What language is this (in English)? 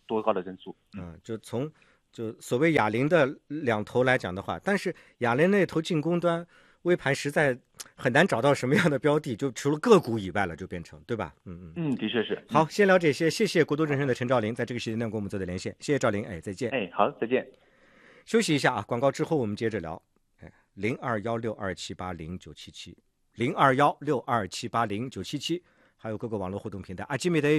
Chinese